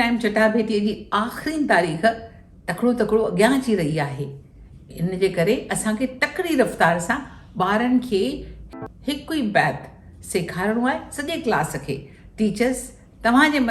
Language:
Sindhi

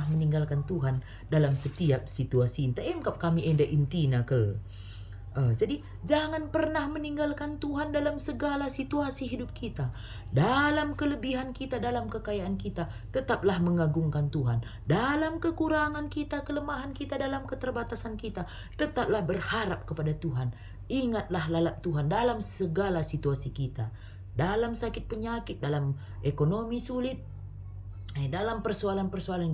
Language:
Batak Karo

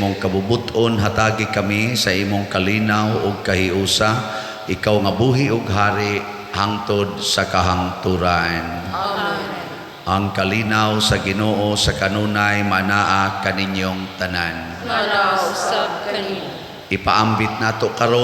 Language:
Cebuano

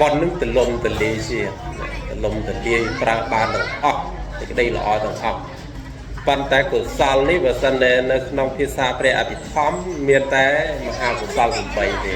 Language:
Khmer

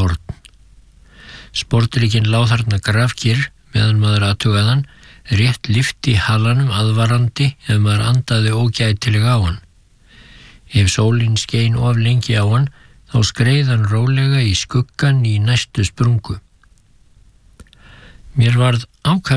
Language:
Icelandic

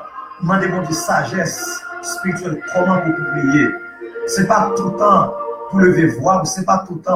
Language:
Haitian Creole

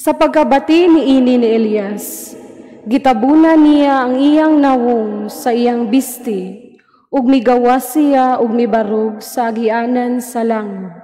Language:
Cebuano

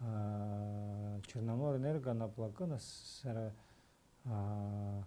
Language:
Abkhazian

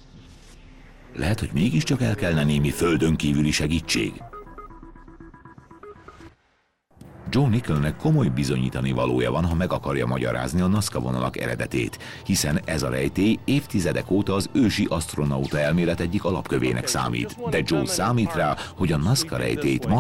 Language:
Hungarian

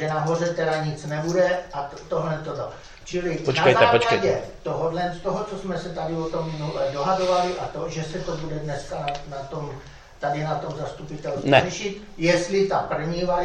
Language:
Czech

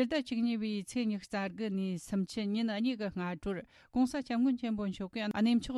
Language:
Tibetan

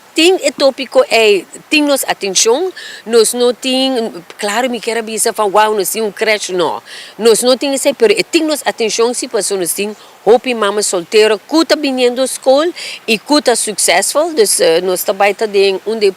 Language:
Papiamento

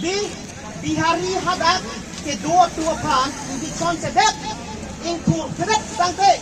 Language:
Karbi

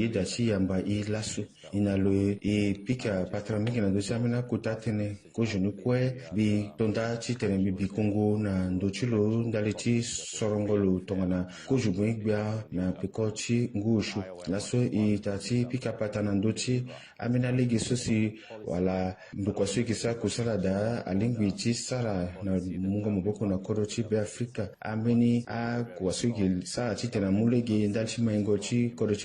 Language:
Sango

